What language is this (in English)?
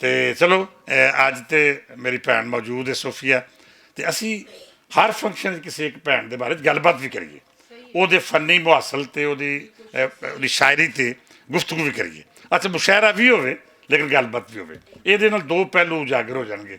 Western Panjabi